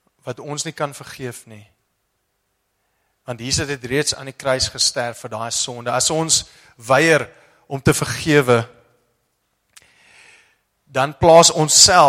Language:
Afrikaans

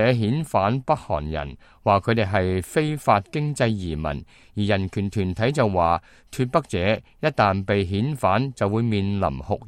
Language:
Cantonese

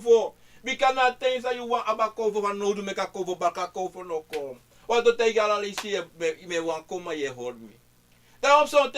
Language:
Sranan Tongo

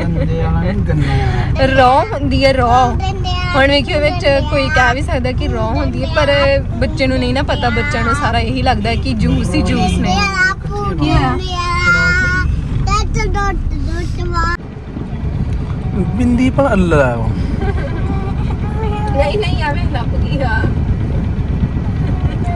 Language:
Punjabi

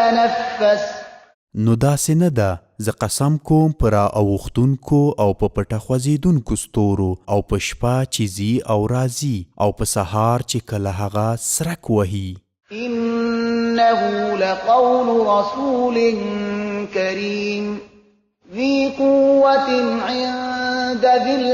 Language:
Pashto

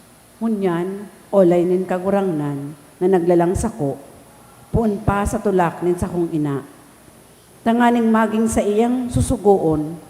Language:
Bikol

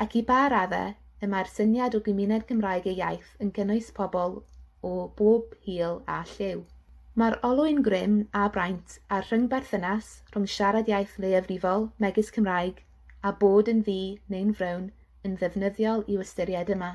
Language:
Welsh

